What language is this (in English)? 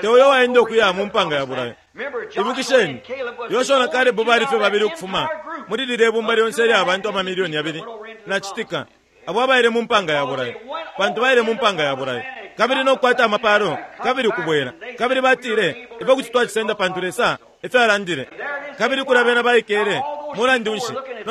Bemba